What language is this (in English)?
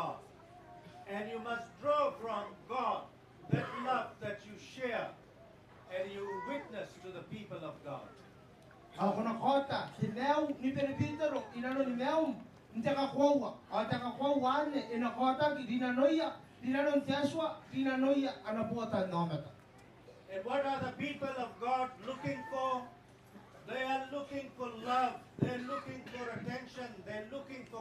Gilbertese